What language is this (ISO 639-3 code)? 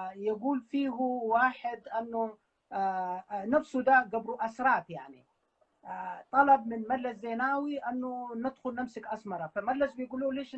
apd